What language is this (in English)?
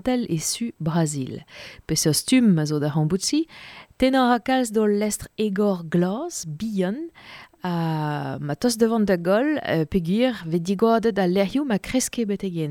Breton